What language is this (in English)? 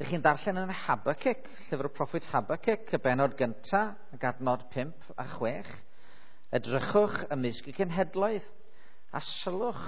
Welsh